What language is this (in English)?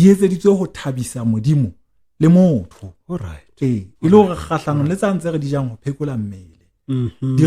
Southern Sotho